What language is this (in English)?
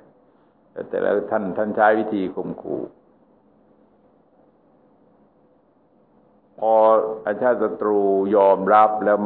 Thai